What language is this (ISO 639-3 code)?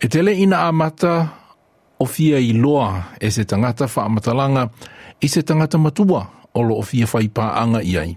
smo